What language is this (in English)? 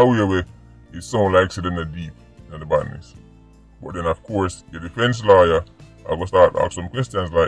Jamaican Creole English